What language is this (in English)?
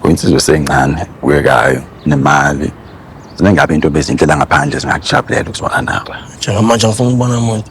Zulu